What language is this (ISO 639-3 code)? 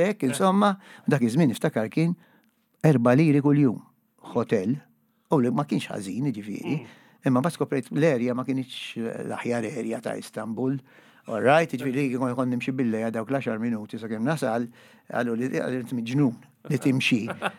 mlt